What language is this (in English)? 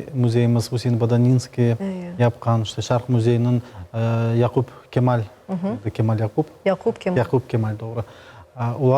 Crimean Tatar